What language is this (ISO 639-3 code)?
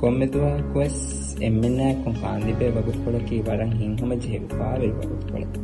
div